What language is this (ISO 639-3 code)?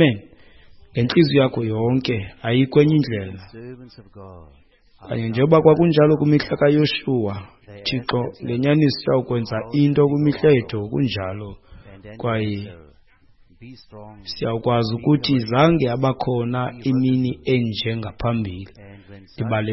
xho